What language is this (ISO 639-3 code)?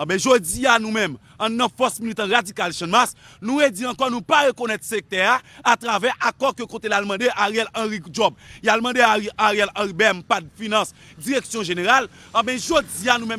hat